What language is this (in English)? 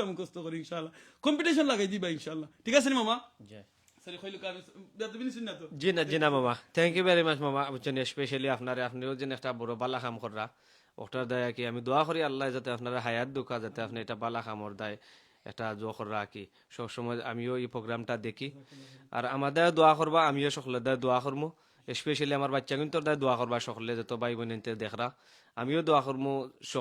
Sylheti